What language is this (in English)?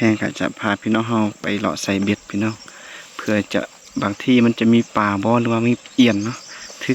Lao